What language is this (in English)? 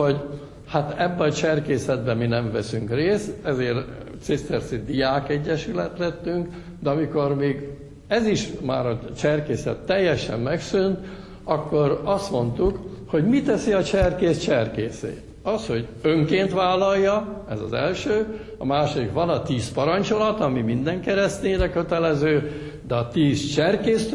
Hungarian